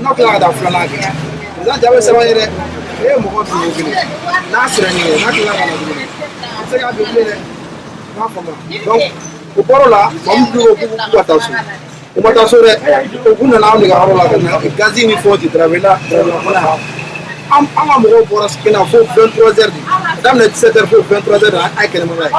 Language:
Bambara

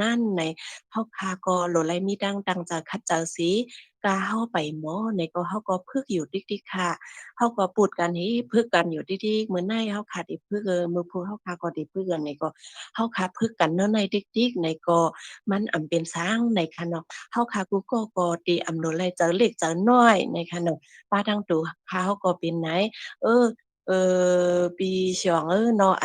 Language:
Shan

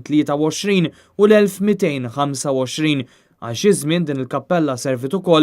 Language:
Maltese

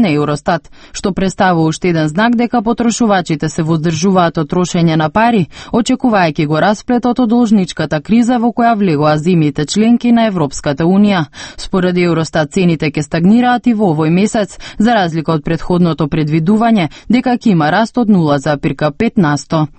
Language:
Macedonian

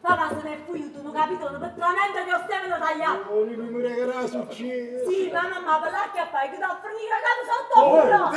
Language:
Neapolitan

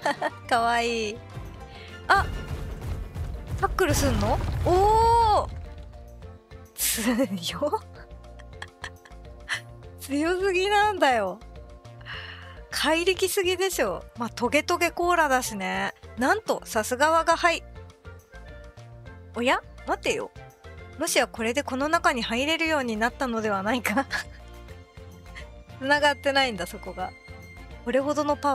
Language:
Japanese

